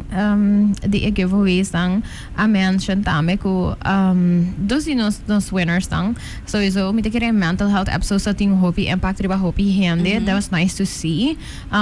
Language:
Papiamento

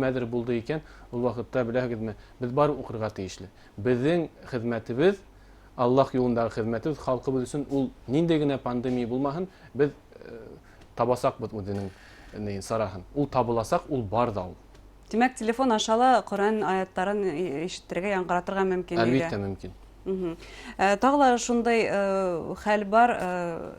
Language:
Bashkir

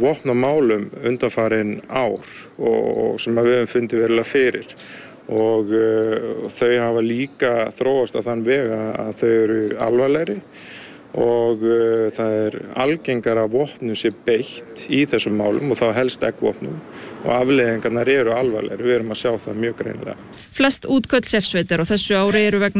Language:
Icelandic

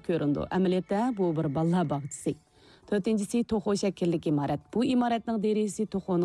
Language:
Uyghur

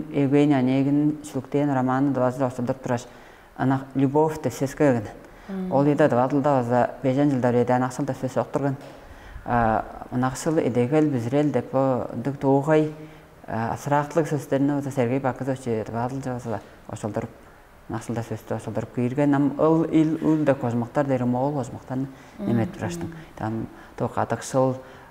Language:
Tuvinian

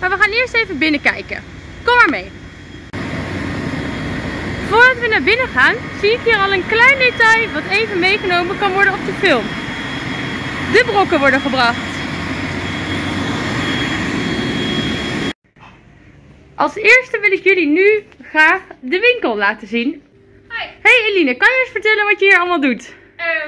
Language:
Dutch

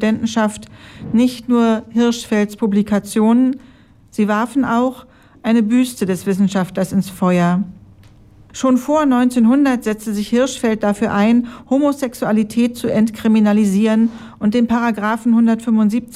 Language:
German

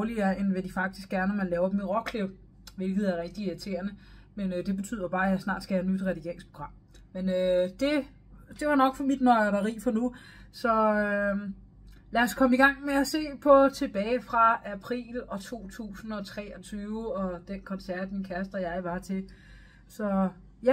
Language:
Danish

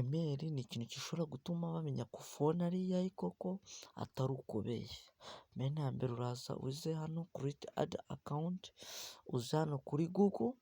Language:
Kinyarwanda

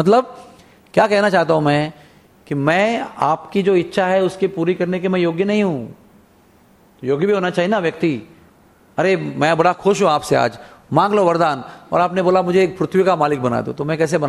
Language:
Hindi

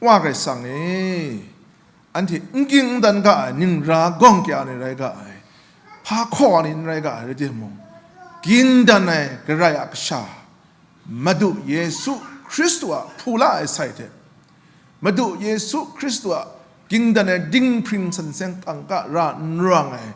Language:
Kachin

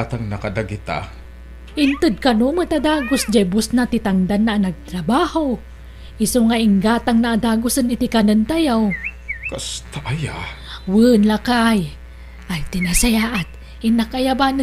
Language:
Iloko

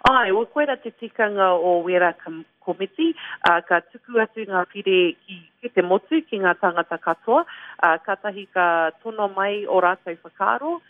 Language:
Māori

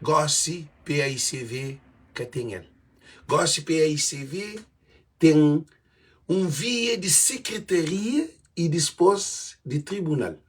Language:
Kabuverdianu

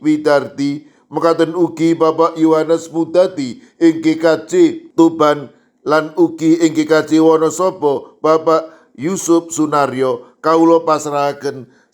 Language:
Javanese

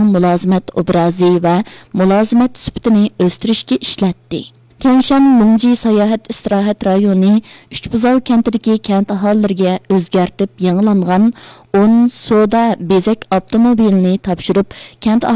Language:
Uyghur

